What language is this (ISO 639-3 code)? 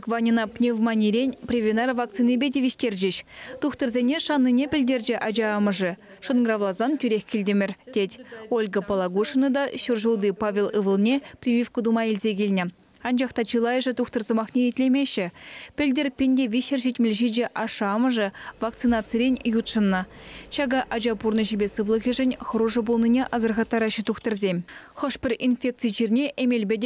chv